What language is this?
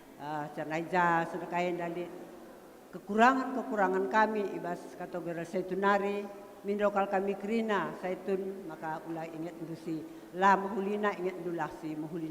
Batak Karo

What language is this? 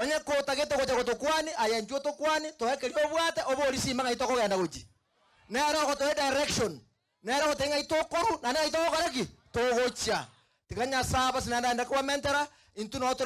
Gusii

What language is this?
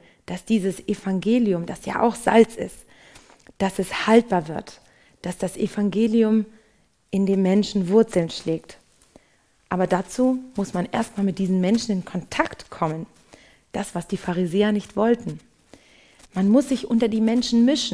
German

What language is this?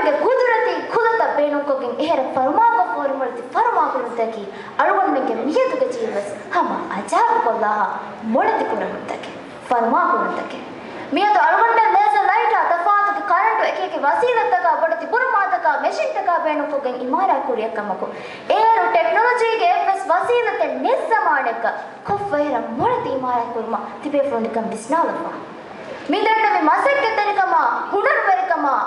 Divehi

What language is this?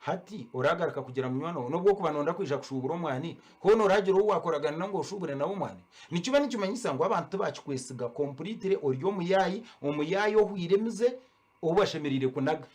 Nyankole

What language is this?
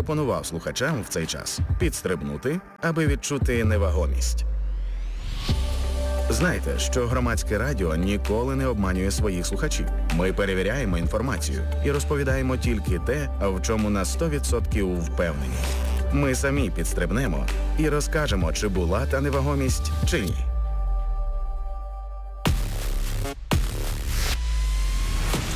Ukrainian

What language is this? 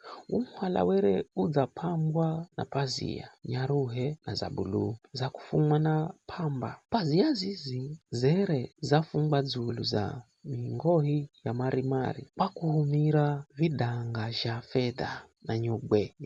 Giryama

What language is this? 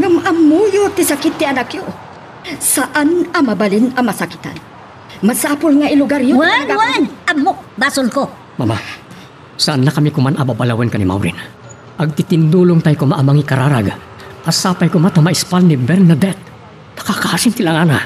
Iloko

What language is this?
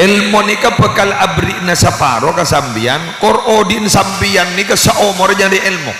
Madurese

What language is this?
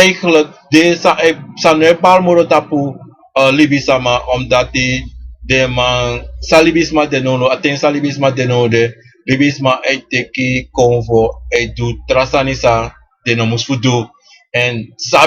Sranan Tongo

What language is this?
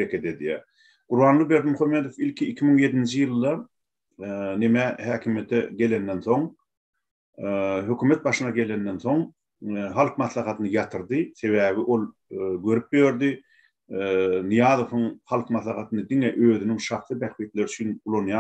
Turkmen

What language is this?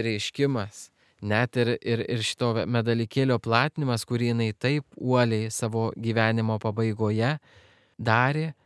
Lithuanian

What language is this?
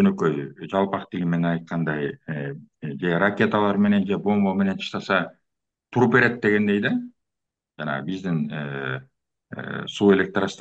Kyrgyz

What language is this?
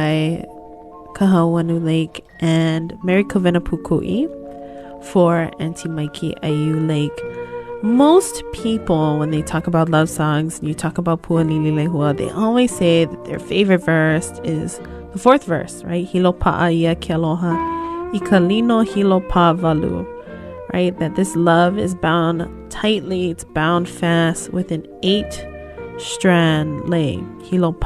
Hawaiian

